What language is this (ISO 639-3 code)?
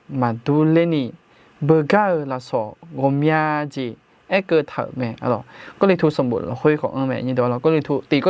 ahk